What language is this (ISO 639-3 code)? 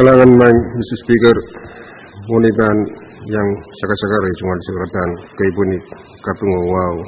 pon